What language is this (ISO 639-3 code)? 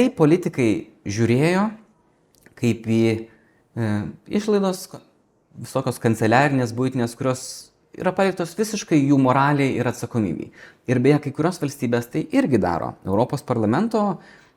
lit